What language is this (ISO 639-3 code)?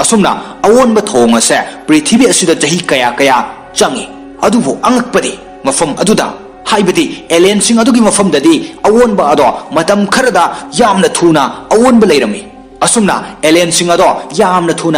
mni